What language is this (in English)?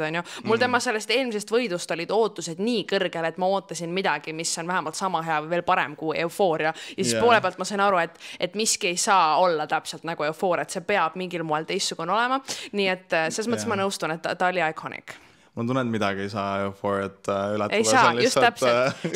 Estonian